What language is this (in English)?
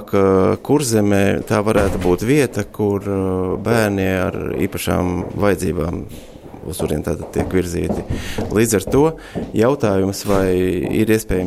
Latvian